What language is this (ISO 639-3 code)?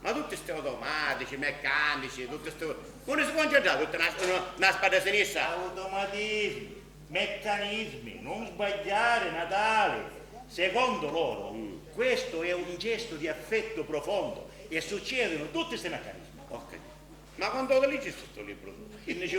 scn